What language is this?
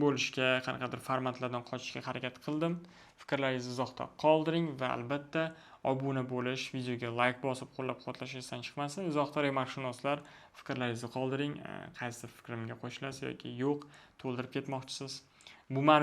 Uzbek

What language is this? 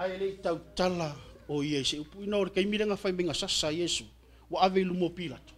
Samoan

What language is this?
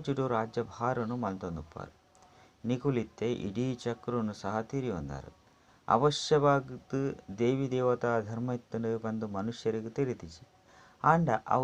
Tulu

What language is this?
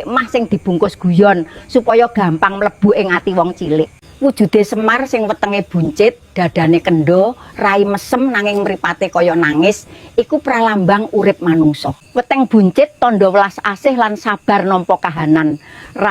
Javanese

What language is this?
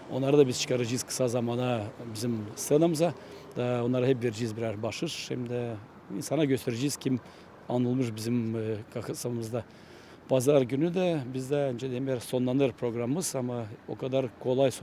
Gagauz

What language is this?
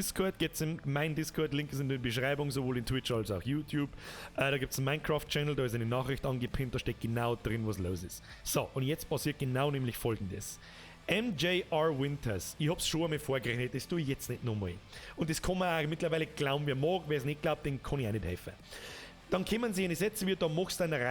Bavarian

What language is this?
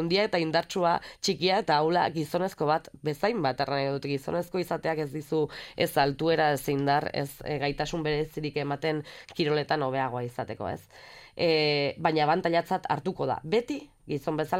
Basque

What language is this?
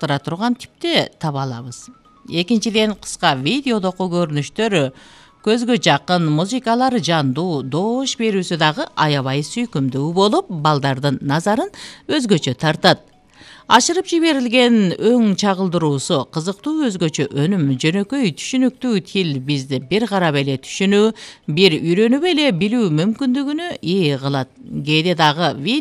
Kyrgyz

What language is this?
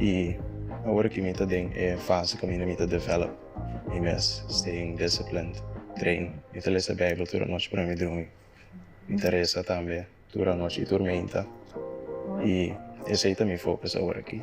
Papiamento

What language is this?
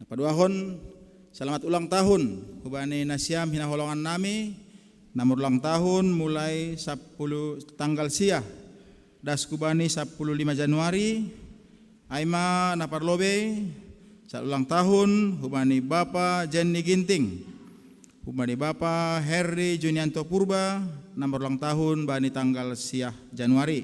Batak Simalungun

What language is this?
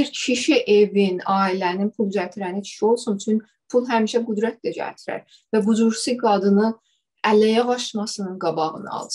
South Azerbaijani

